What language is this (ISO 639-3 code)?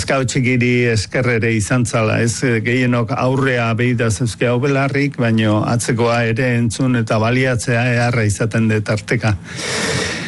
eus